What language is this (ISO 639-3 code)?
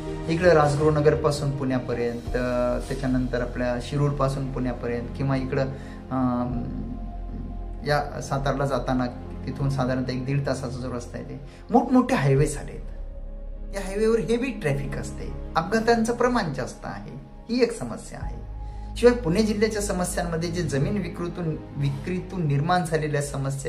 mar